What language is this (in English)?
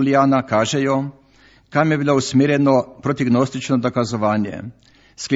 Slovenian